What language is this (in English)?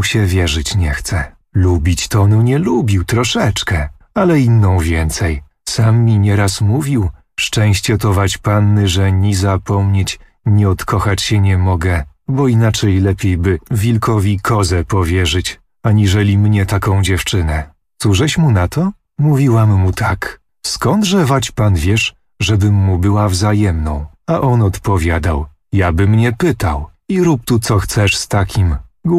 Polish